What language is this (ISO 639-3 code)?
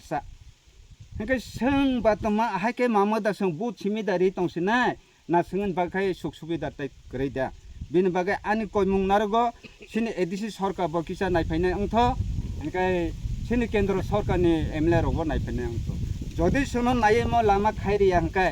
trp